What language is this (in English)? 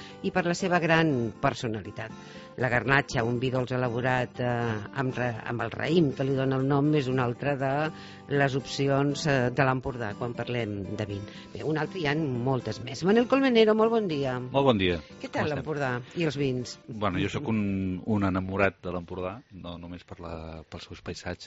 Catalan